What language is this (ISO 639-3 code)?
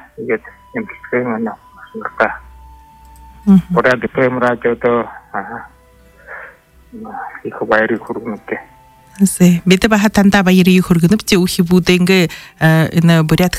bua